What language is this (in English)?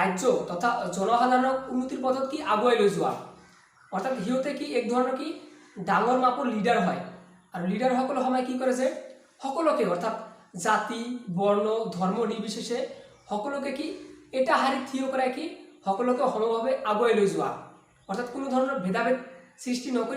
Assamese